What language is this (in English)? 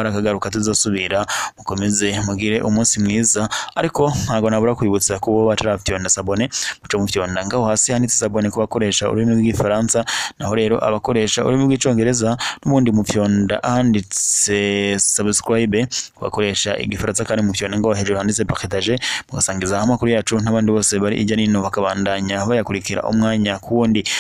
Rundi